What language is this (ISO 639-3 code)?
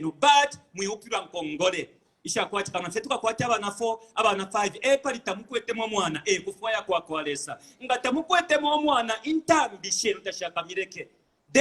bem